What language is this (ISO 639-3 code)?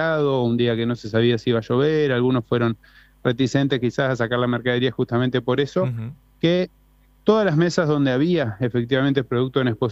spa